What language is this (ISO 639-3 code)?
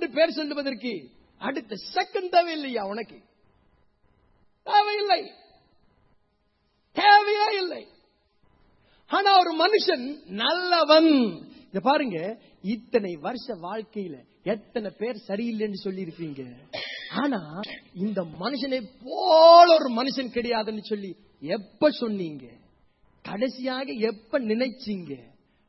tam